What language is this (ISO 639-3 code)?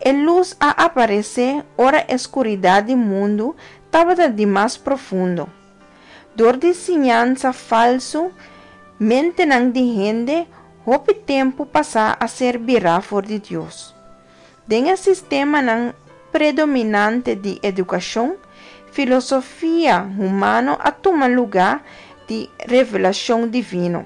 pap